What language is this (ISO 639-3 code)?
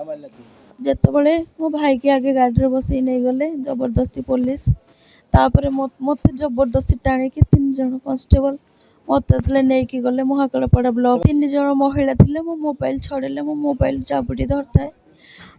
ori